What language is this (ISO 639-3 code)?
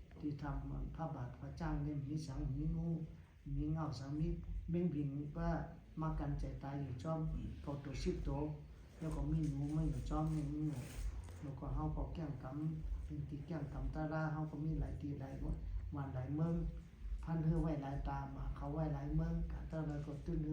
shn